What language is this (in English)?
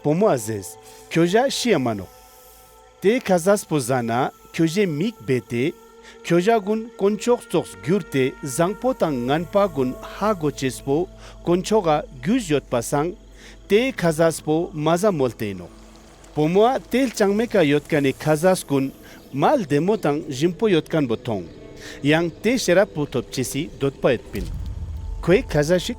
Ladakhi